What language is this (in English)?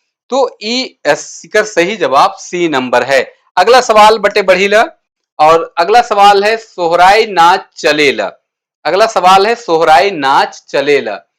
Sadri